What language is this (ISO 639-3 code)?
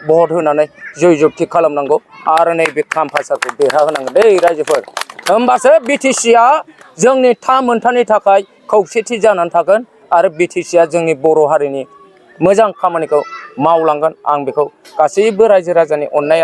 brx